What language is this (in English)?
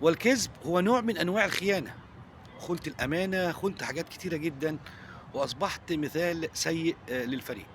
Egyptian Arabic